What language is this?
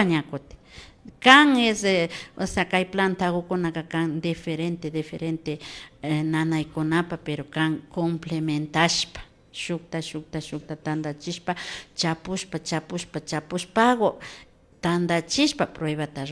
Imbabura Highland Quichua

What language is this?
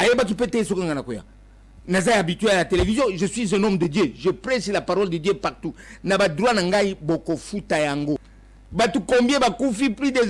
Lingala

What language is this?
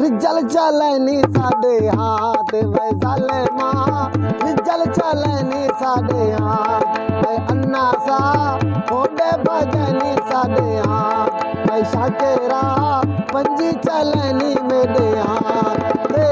Saraiki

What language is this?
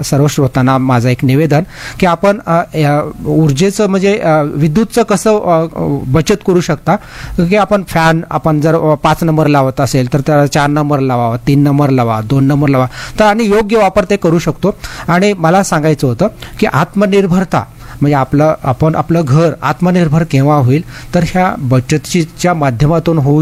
Marathi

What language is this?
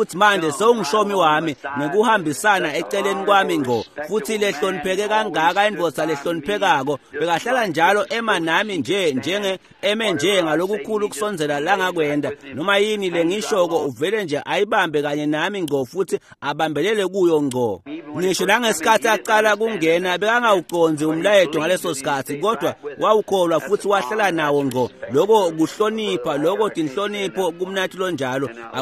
Swati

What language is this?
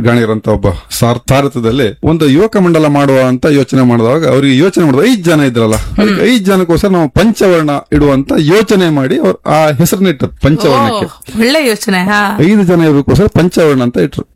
Kannada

